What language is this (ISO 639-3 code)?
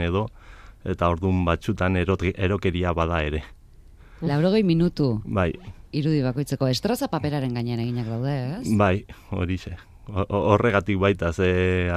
eus